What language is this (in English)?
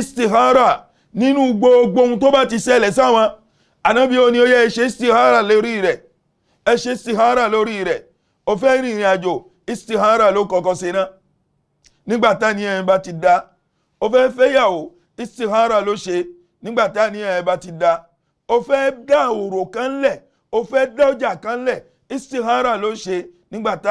Yoruba